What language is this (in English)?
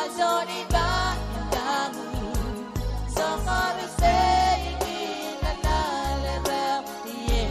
Pohnpeian